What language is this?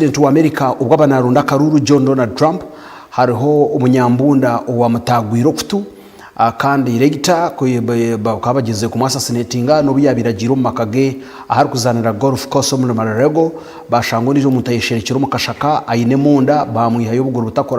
Nyankole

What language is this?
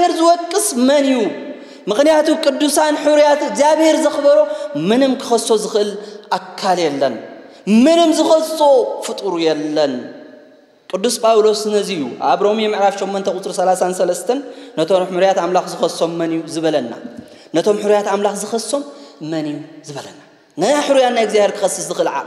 Tigrinya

